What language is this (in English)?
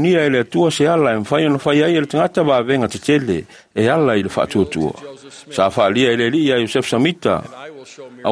Samoan